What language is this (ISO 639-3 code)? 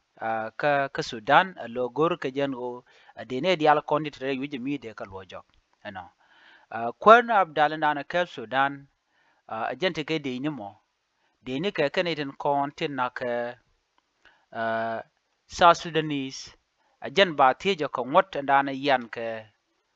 nus